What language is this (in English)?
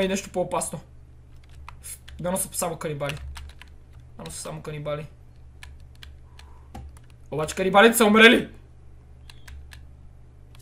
Bulgarian